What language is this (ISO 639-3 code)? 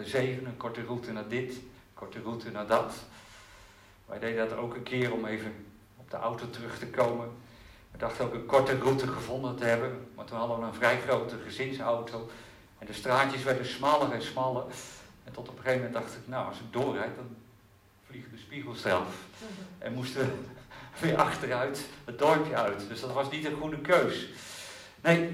nld